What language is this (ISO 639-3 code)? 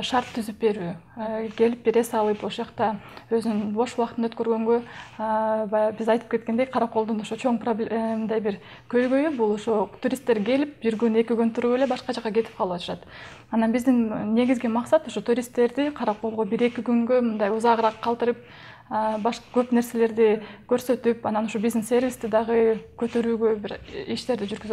kir